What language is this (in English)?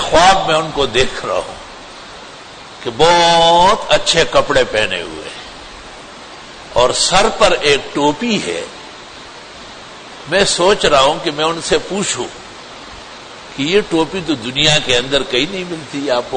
Urdu